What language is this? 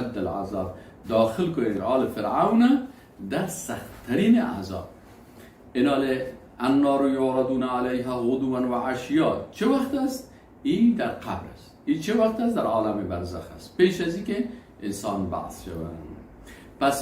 Persian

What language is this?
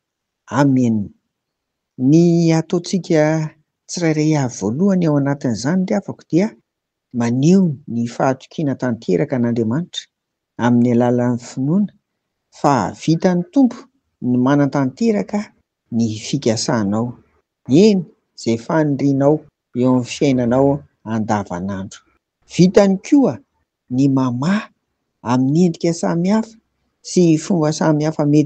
Malagasy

